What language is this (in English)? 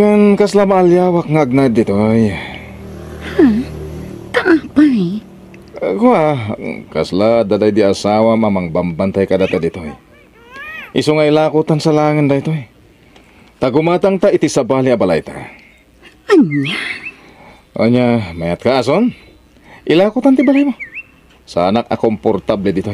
Iloko